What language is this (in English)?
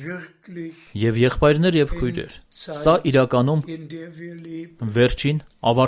Armenian